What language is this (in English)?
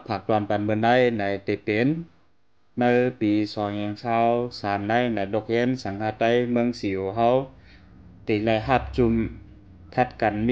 Shan